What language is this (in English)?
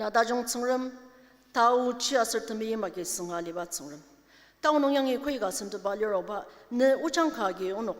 Ao Naga